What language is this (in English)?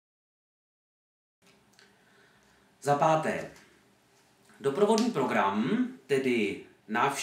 Czech